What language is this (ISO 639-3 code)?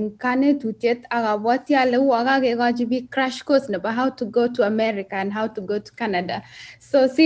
kln